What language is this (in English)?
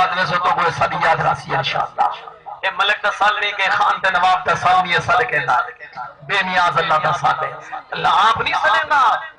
Saraiki